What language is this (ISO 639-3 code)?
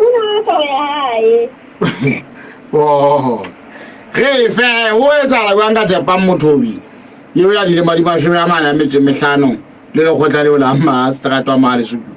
sot